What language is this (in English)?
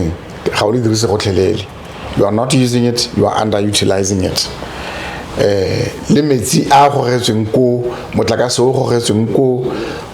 Tswana